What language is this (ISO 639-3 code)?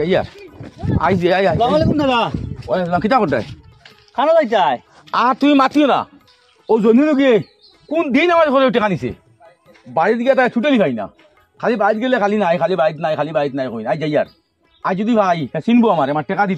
syl